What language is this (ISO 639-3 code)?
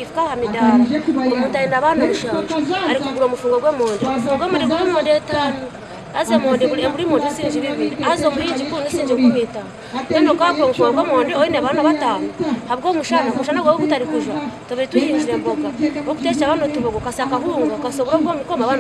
nyn